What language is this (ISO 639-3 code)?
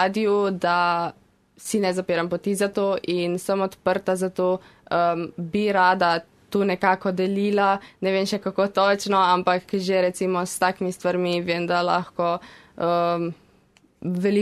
slv